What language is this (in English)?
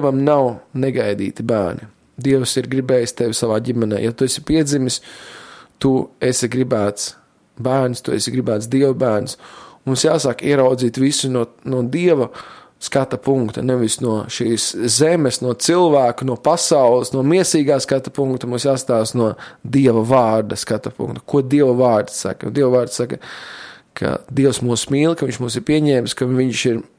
Latvian